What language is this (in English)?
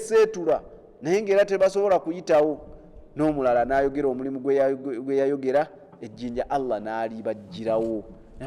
Ganda